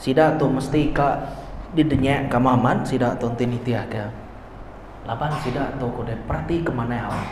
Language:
Iban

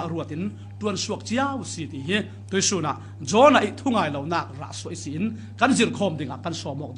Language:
Falam Chin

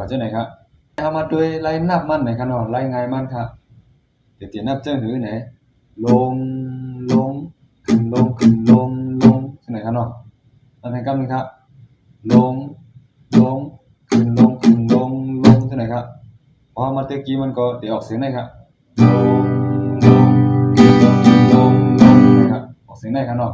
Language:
Shan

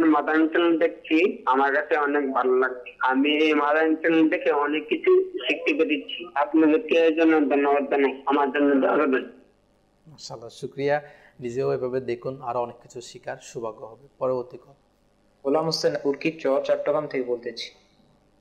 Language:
Bangla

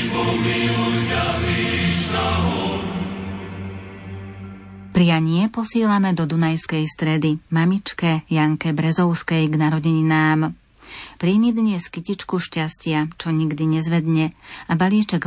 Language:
Slovak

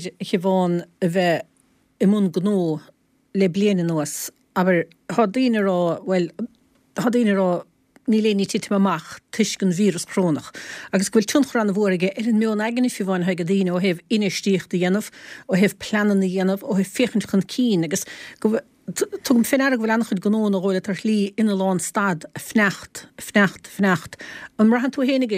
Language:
Irish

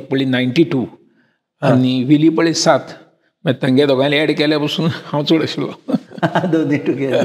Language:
Konkani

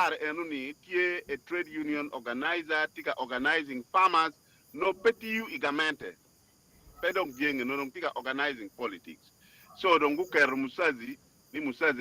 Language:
Acoli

